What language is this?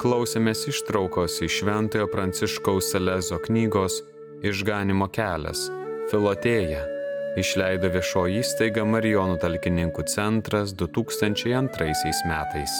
Lithuanian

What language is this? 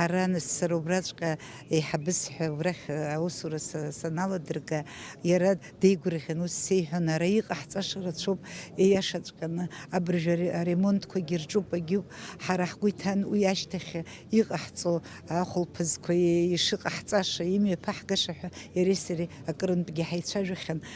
Abkhazian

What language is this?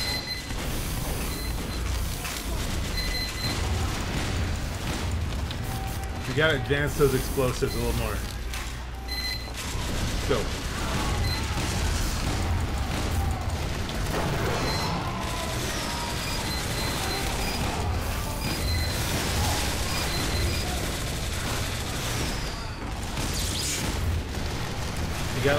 English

